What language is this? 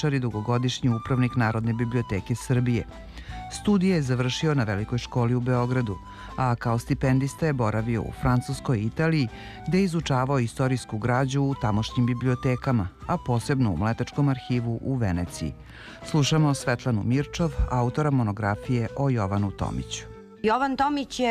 Serbian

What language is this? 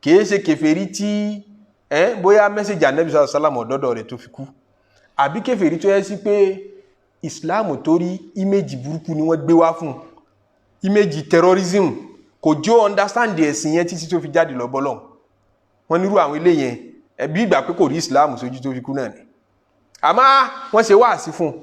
Yoruba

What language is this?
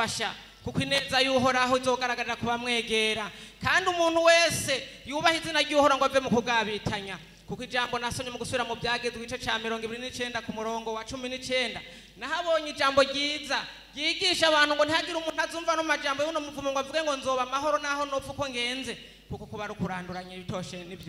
Rundi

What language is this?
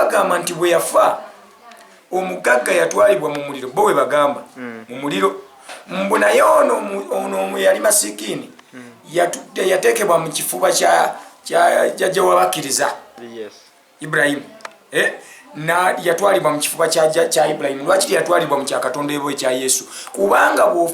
Ganda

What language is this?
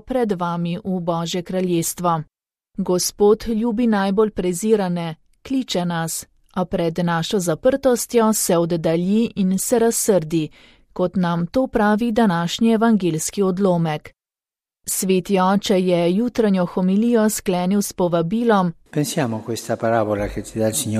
Slovenian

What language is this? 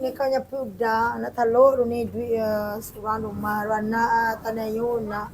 Minangkabau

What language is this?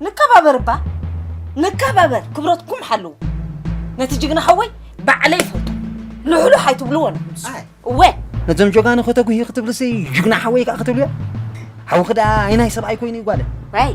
Tigrinya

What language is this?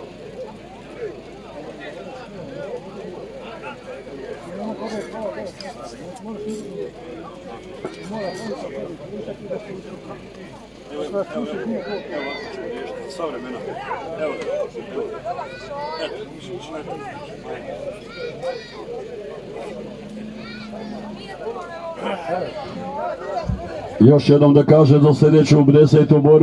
Croatian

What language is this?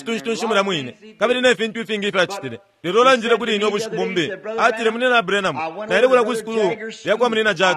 Bemba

